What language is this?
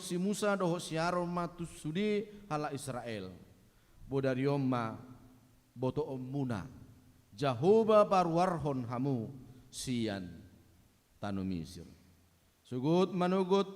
Batak Toba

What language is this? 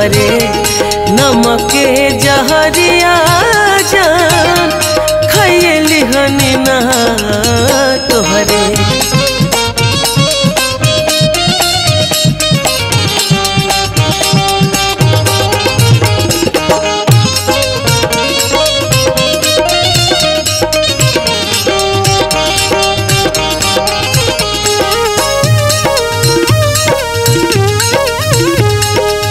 Bhojpuri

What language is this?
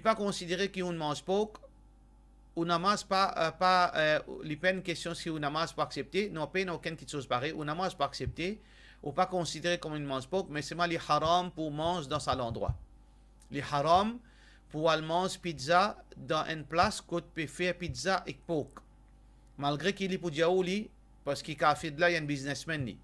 Morisyen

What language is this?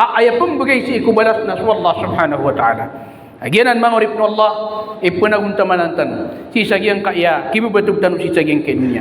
Maranao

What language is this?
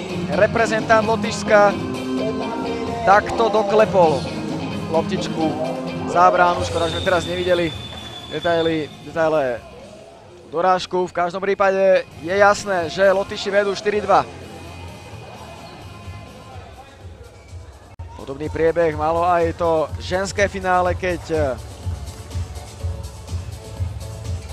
Slovak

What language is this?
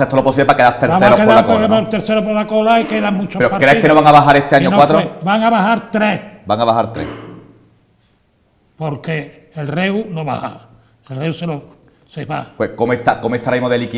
Spanish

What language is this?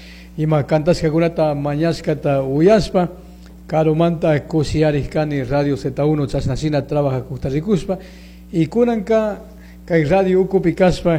Chimborazo Highland Quichua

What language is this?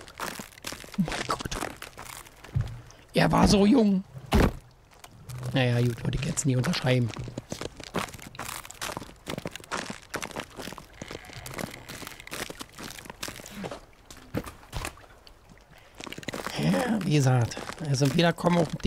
German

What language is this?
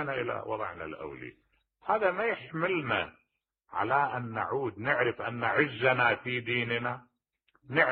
Mesopotamian Arabic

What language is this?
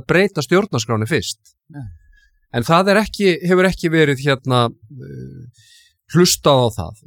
Icelandic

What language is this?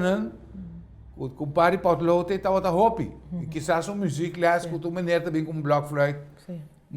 Papiamento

